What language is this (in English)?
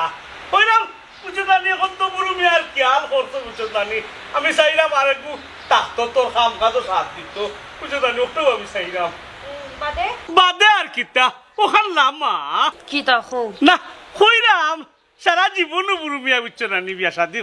Sylheti